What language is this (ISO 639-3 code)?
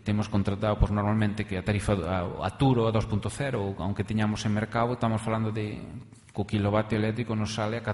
glg